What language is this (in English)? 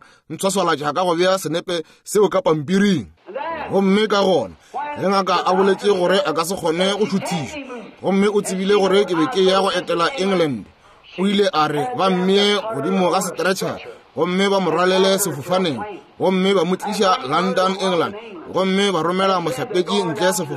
Northern Sotho